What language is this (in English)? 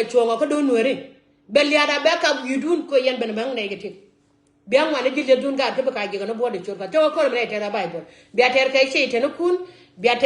Nuer